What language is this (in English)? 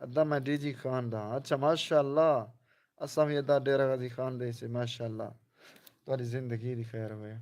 Saraiki